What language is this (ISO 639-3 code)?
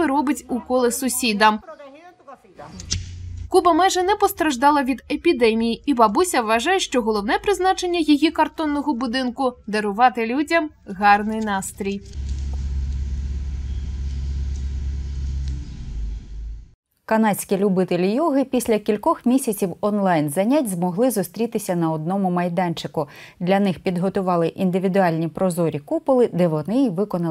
ukr